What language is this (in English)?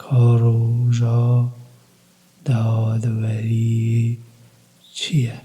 Kurdish